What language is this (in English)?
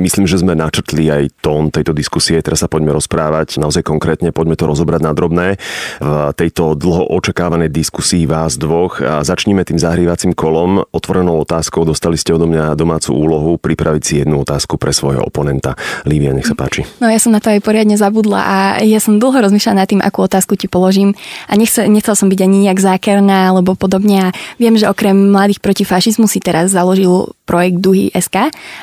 Slovak